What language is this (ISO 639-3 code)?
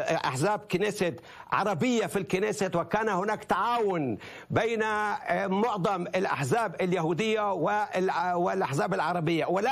ara